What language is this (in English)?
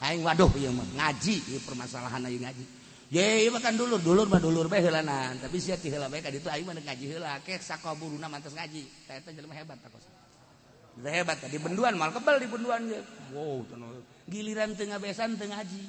Sundanese